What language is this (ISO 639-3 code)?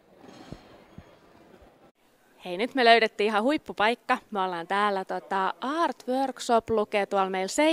fin